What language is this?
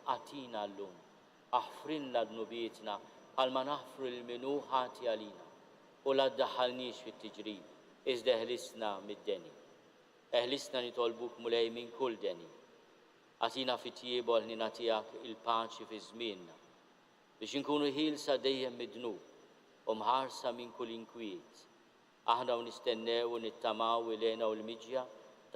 Maltese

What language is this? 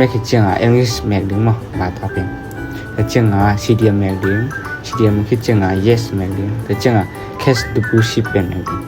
Tedim Chin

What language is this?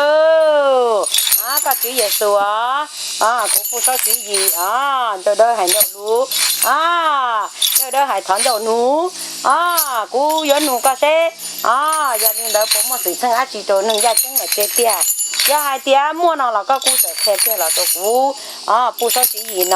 Hmong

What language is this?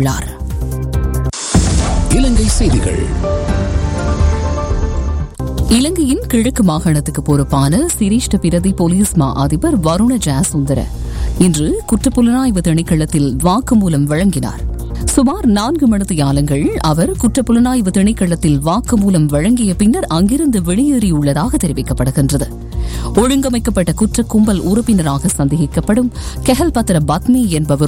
Tamil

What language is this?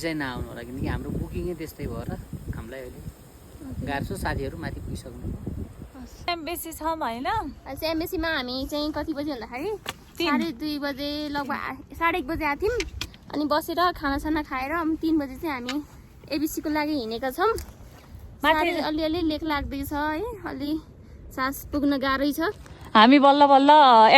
Nepali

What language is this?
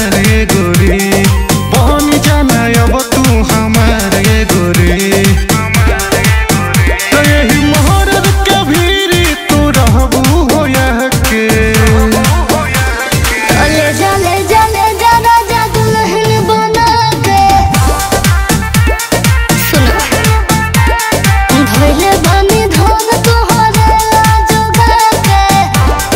Bhojpuri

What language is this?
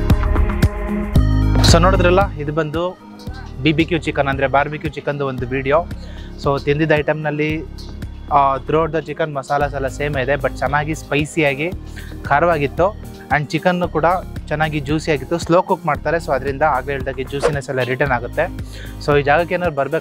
Kannada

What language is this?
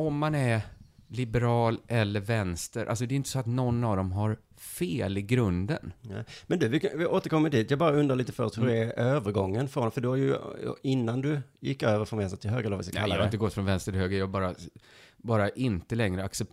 Swedish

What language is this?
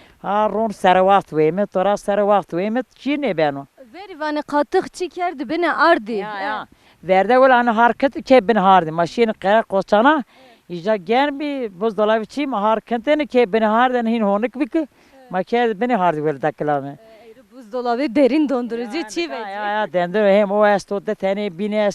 Zaza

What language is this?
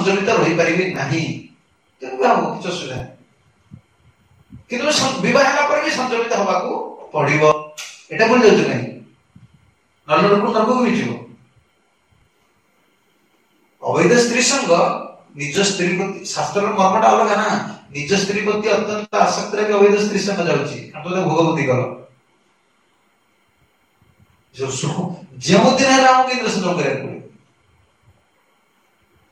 Odia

